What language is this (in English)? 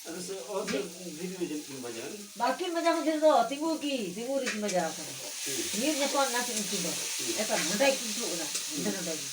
Santali